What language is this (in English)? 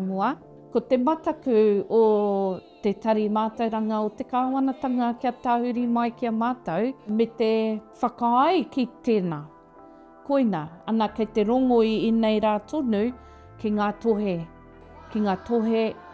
Māori